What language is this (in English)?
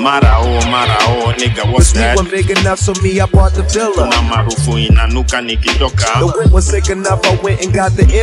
Swahili